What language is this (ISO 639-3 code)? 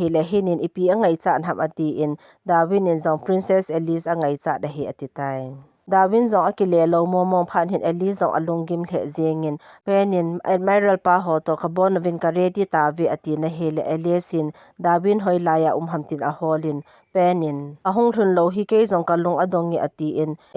tcz